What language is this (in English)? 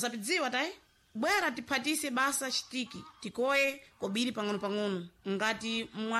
Sena